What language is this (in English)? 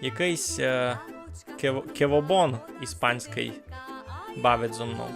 Rusyn